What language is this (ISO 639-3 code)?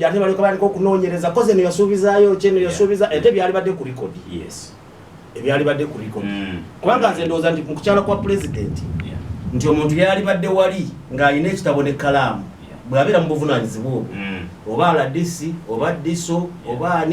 lug